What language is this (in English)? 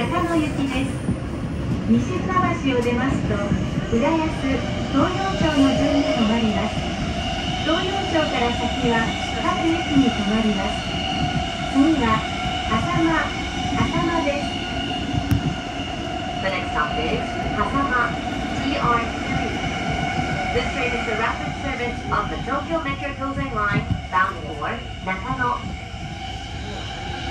Japanese